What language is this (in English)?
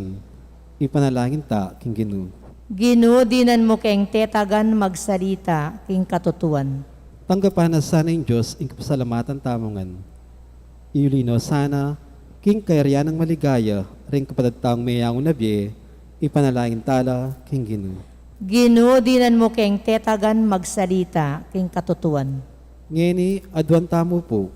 Pampanga